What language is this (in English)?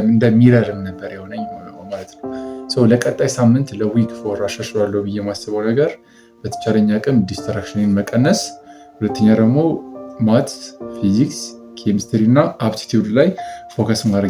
Amharic